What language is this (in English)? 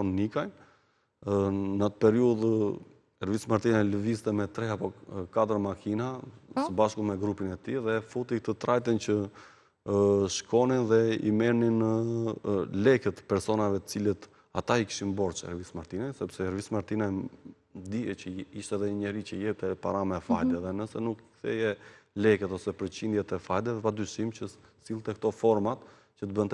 Albanian